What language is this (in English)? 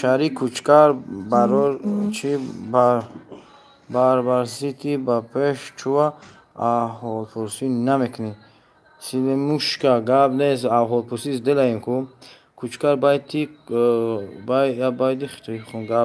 Tajik